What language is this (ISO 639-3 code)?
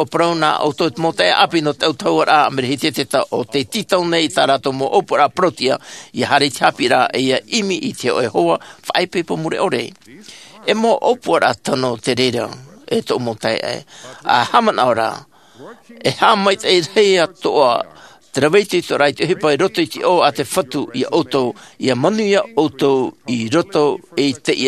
tah